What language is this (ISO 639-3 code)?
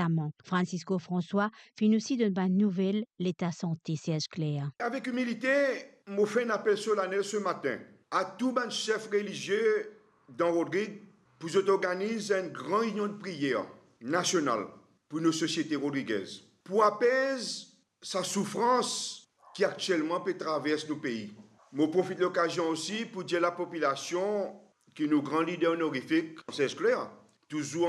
mfe